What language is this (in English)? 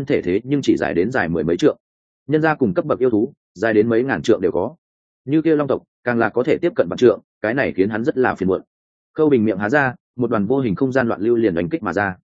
Vietnamese